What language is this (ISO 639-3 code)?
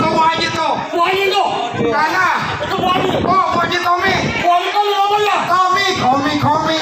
bew